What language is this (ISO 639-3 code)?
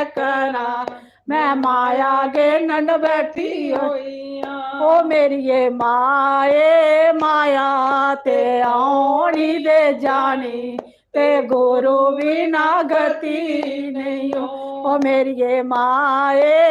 doi